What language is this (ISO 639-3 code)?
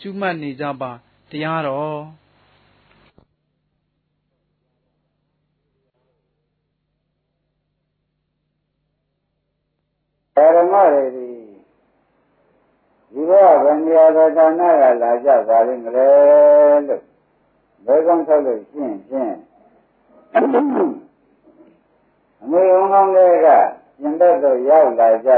mya